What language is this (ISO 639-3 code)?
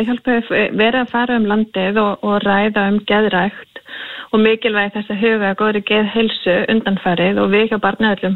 isl